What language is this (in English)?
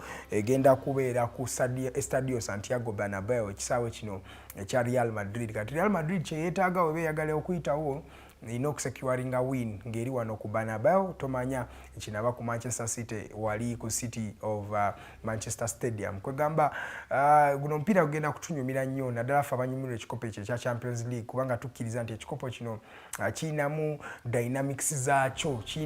Ganda